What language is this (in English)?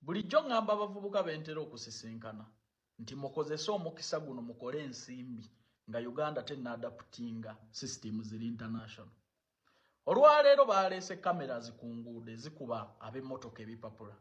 Ganda